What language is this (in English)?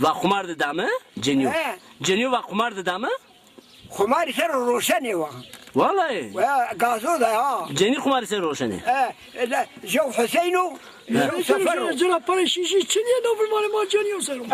Zaza